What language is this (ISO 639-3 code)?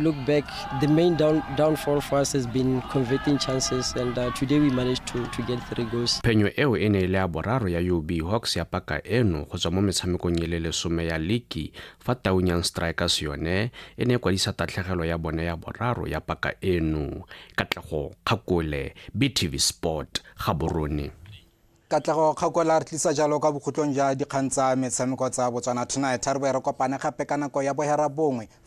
tsn